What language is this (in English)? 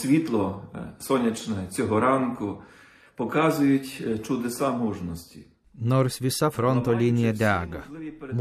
Lithuanian